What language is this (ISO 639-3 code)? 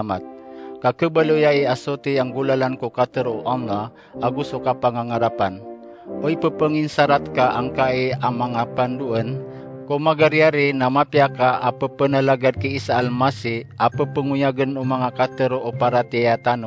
mrw